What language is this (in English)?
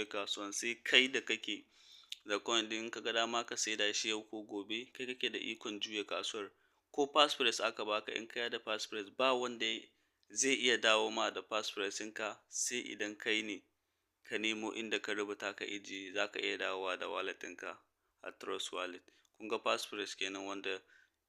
Hausa